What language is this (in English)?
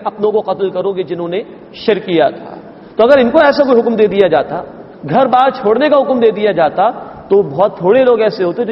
Urdu